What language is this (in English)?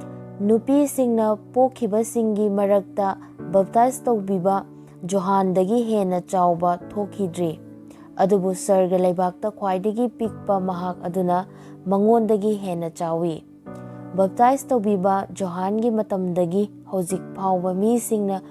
Manipuri